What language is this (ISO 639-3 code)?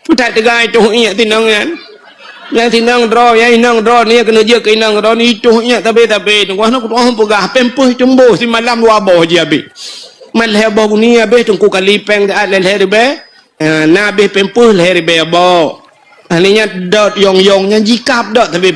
ace